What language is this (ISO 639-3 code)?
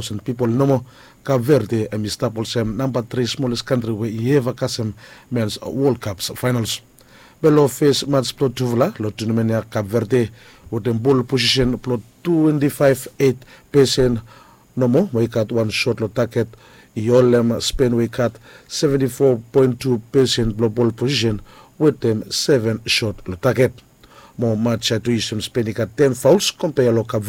bis